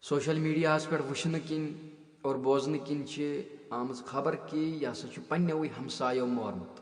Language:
Kashmiri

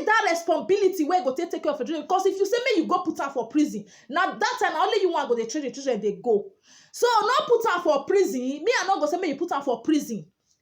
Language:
Nigerian Pidgin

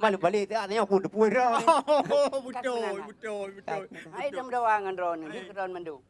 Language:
Achinese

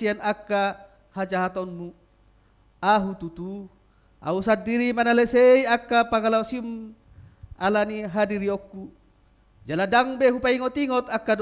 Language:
Batak Toba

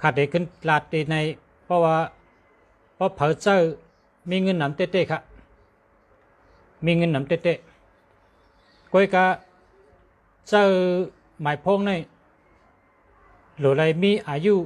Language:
Shan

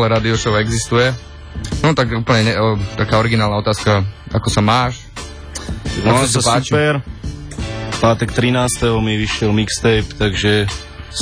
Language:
Slovak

